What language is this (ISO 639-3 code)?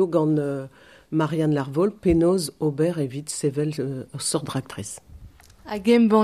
bre